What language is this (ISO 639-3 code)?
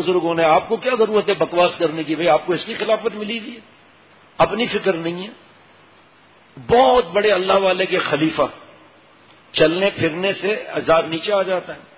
urd